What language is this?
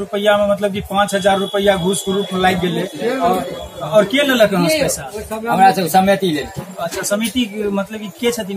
Maithili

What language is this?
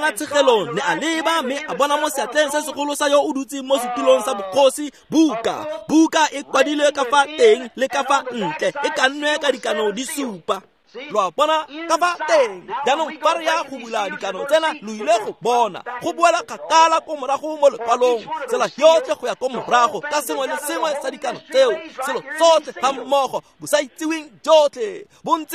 Tswana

